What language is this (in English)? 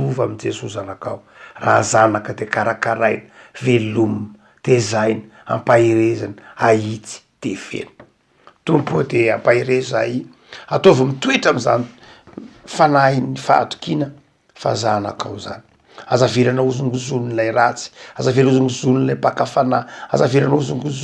Malagasy